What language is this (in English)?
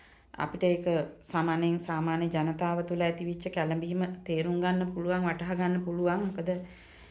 Sinhala